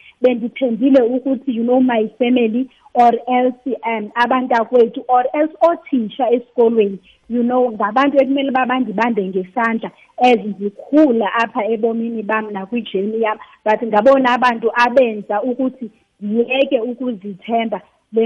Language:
Xhosa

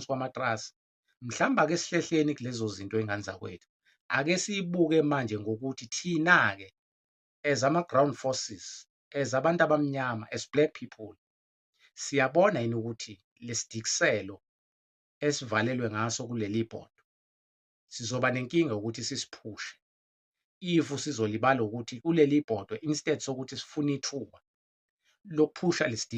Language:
Zulu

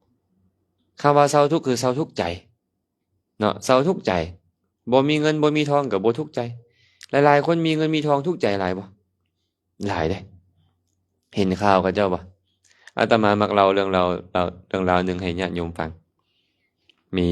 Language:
Lao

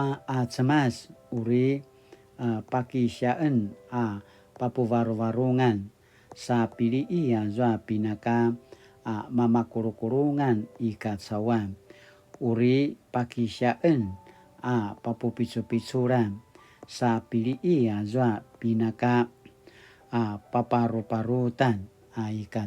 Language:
Paiwan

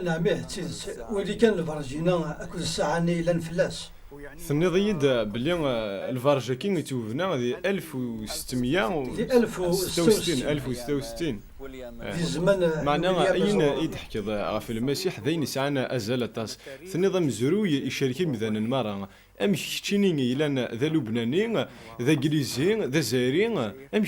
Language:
Kabyle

